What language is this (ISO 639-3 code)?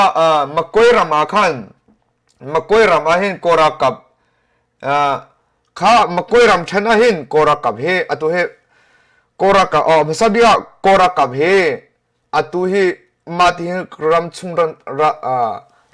cnh